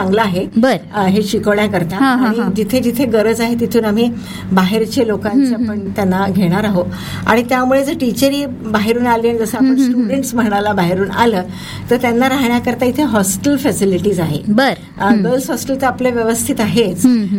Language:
Marathi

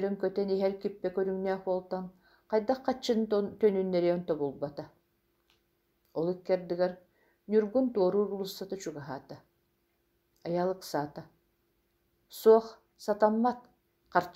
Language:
Yakut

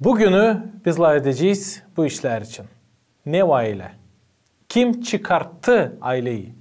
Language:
Gagauz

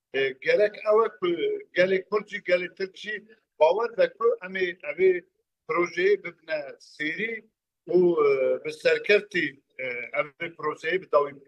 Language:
Kurdish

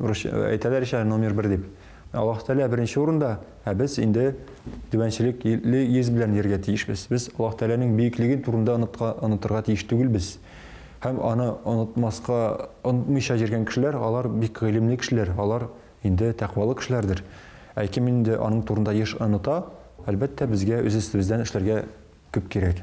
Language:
Tatar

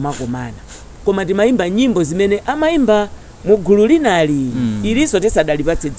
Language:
Nyanja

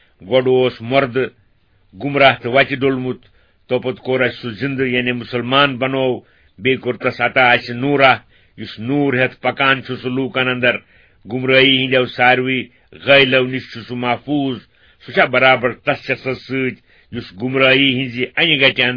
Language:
Kashmiri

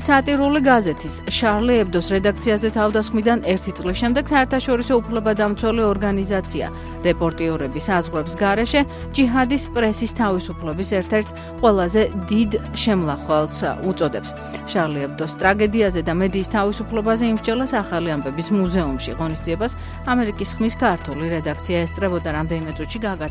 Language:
Georgian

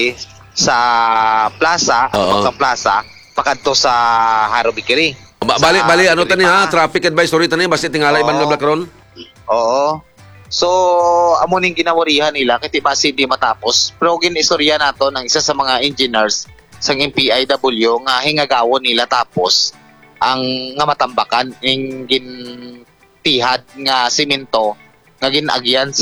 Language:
Hiligaynon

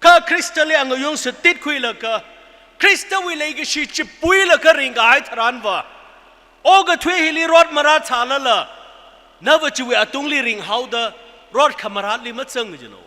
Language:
Tangkhul Naga (India)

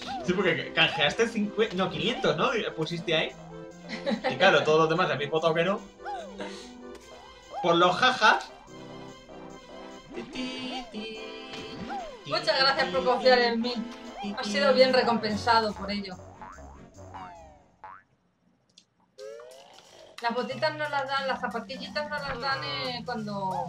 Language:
Spanish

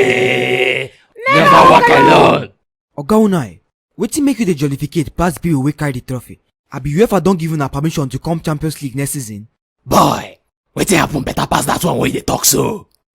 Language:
Nigerian Pidgin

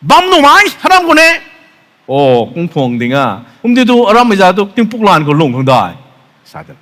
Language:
Rongmei Naga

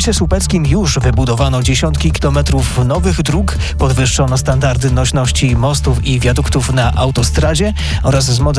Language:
Polish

